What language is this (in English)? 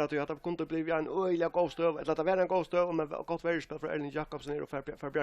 Faroese